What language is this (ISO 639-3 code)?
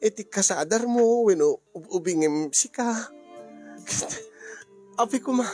ilo